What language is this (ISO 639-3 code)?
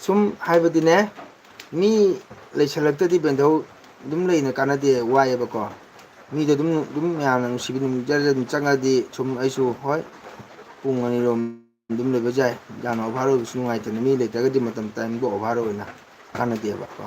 mni